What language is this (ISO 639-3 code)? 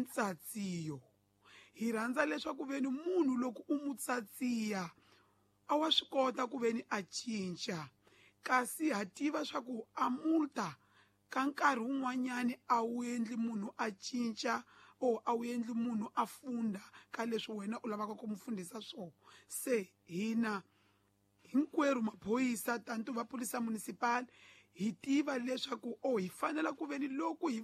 tso